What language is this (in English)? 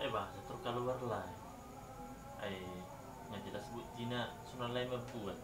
Batak Toba